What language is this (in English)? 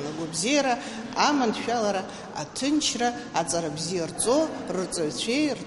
Abkhazian